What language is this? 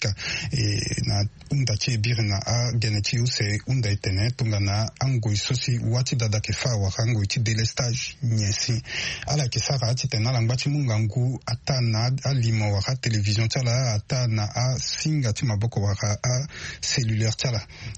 Sango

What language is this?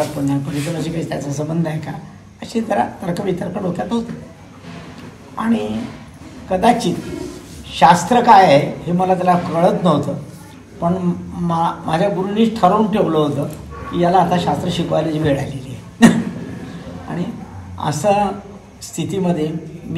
Marathi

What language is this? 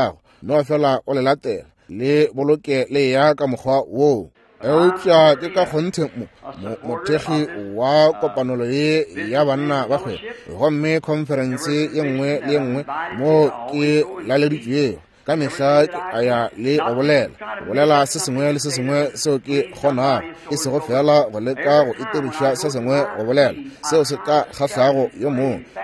Northern Sotho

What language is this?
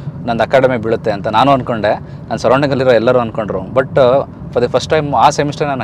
Kannada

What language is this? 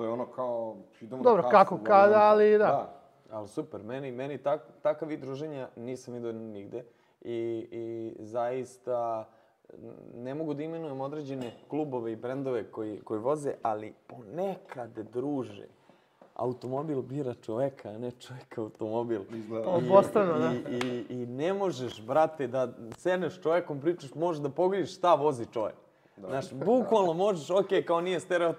Serbian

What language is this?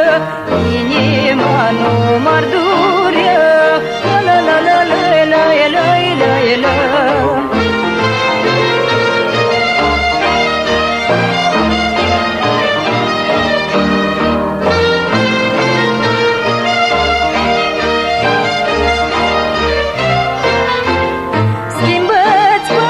Romanian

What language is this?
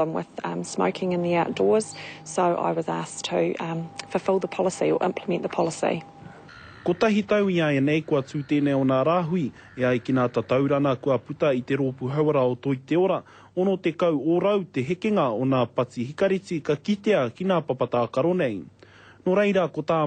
Māori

